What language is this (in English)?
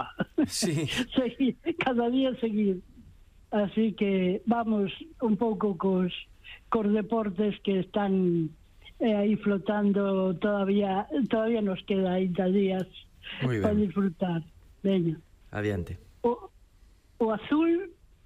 Galician